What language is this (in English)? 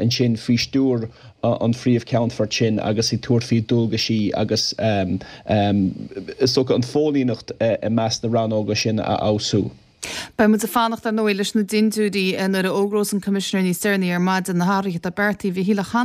Irish